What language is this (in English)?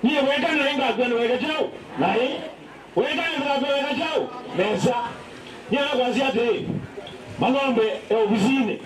Kamba